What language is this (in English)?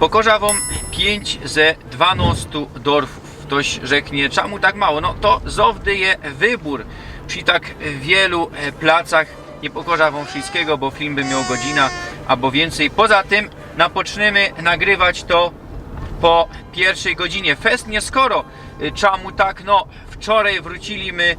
Silesian